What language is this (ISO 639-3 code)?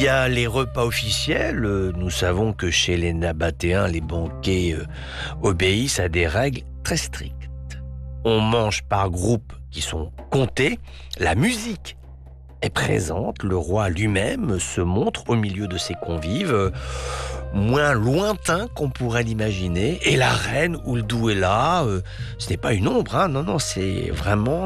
fra